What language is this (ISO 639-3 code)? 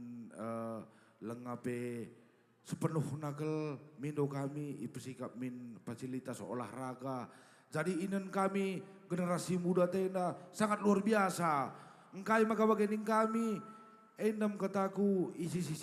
btx